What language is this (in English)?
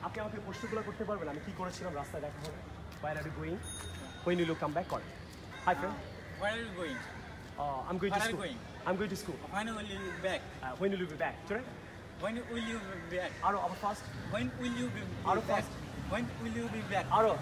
Bangla